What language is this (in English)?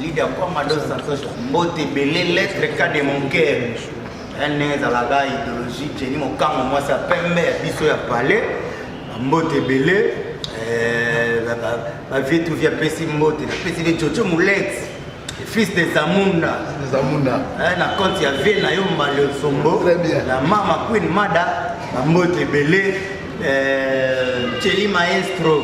Lingala